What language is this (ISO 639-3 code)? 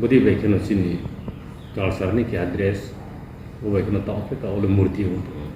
ria